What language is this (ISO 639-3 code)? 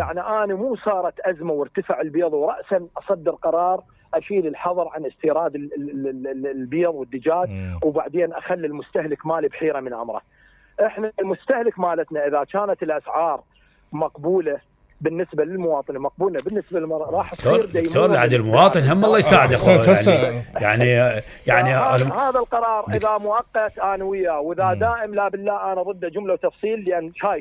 acm